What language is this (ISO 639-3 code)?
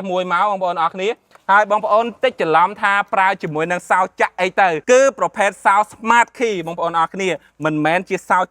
khm